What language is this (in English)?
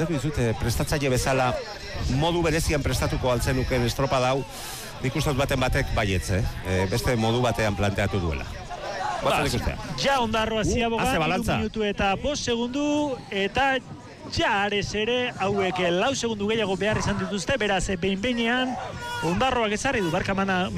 Basque